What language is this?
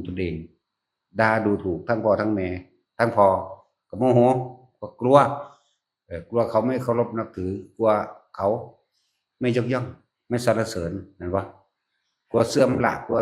Northeastern Thai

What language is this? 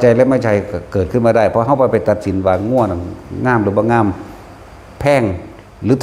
Northeastern Thai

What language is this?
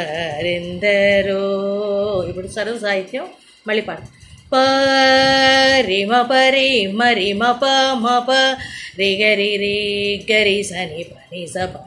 Telugu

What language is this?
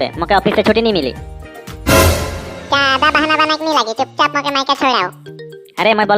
Sadri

